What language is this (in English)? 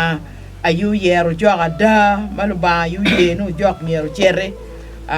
Acoli